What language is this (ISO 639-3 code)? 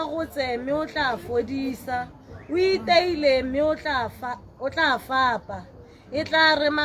tsn